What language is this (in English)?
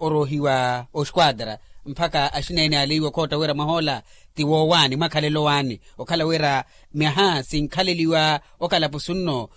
Makhuwa